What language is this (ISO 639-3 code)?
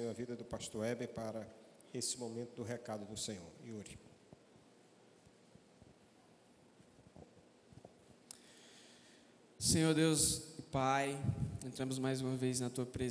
por